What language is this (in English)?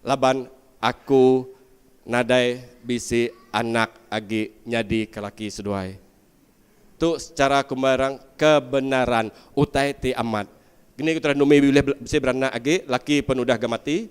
Iban